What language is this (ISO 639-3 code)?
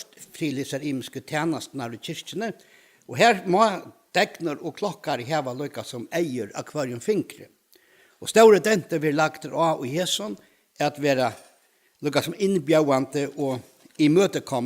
fao